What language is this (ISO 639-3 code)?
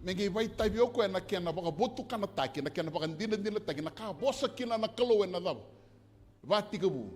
fij